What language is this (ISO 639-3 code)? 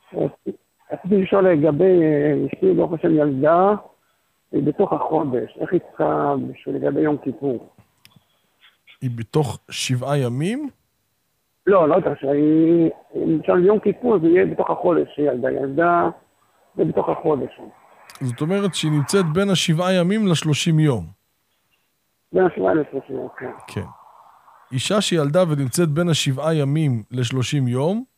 heb